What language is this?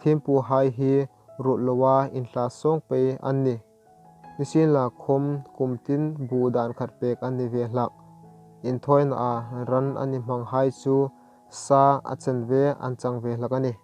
Hmar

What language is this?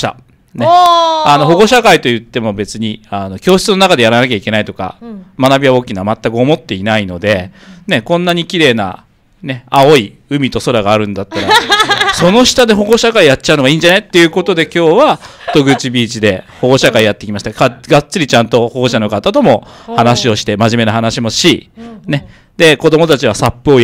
Japanese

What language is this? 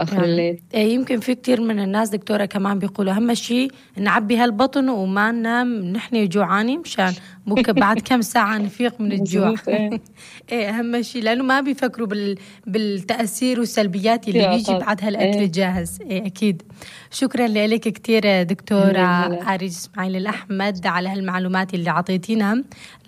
North Levantine Arabic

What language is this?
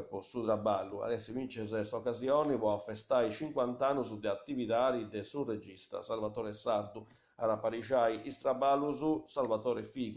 Sardinian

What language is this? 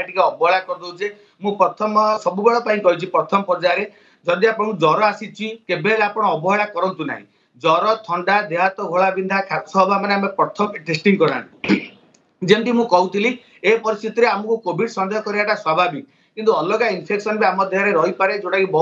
Odia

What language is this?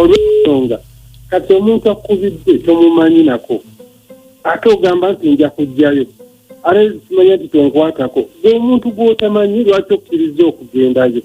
Ganda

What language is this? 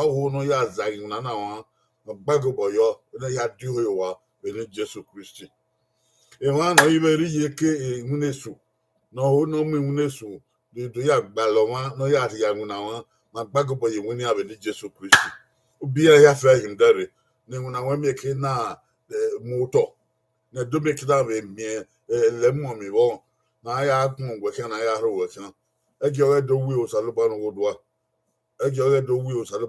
Bini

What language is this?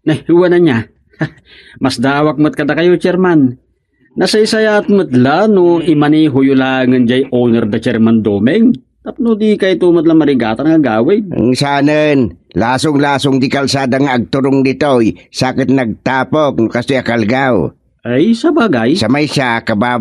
Iloko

